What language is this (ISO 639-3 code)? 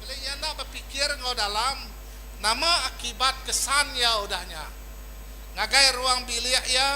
iba